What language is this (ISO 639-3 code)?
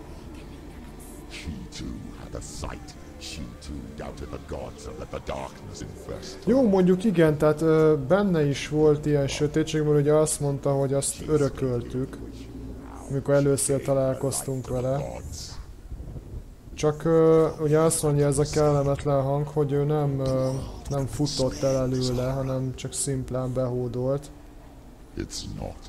hun